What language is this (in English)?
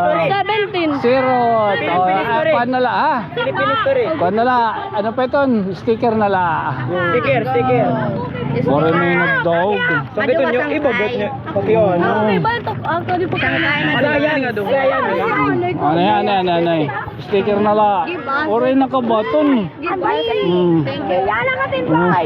Waray